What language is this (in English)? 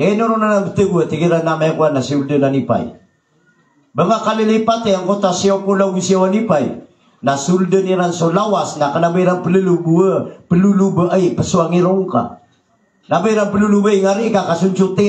Maranao